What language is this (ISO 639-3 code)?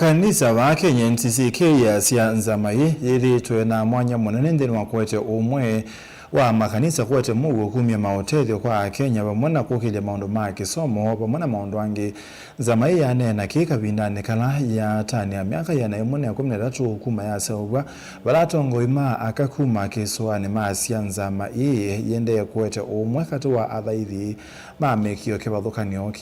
kam